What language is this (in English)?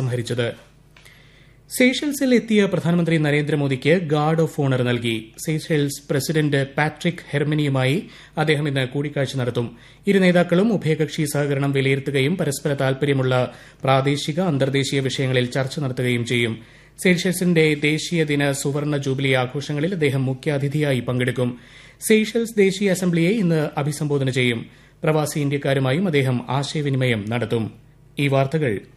Malayalam